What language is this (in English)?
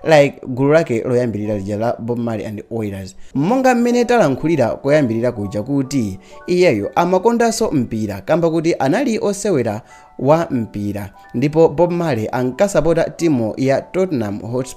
Nyanja